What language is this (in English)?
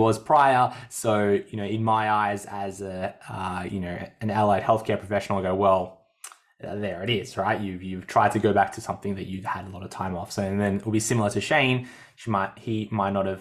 English